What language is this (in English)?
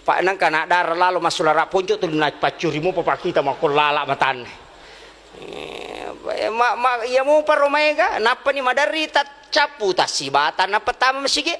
Buginese